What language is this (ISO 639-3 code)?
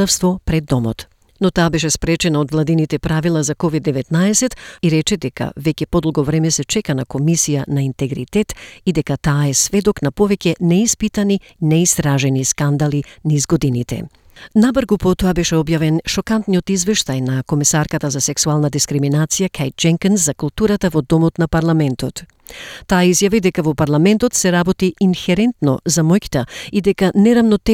mkd